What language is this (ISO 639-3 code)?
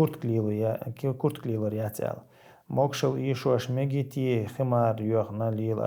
che